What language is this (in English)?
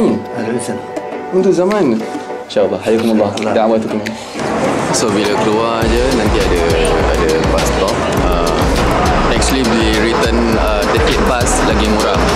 Malay